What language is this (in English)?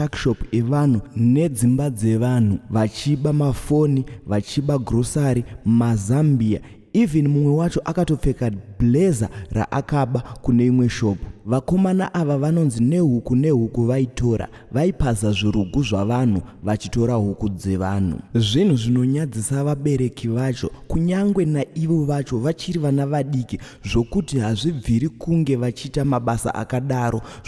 Shona